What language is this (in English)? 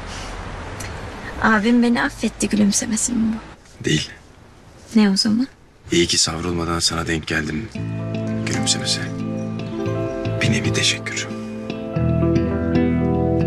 Turkish